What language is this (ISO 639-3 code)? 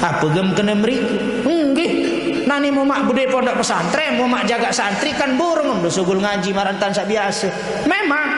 sas